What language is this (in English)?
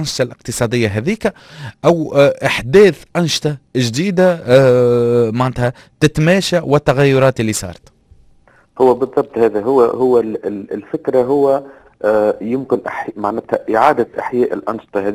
Tunisian Arabic